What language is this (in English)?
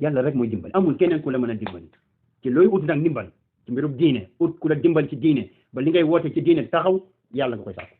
Wolof